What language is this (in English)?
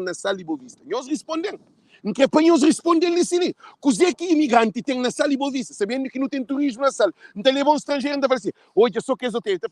Kabuverdianu